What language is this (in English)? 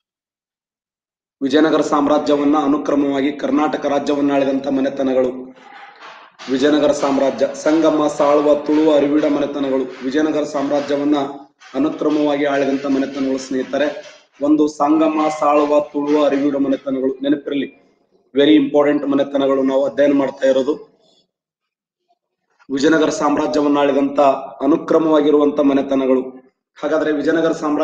Kannada